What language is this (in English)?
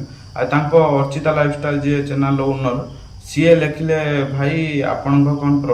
Odia